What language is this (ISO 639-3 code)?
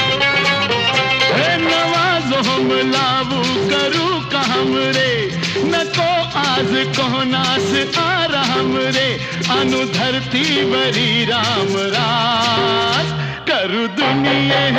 mar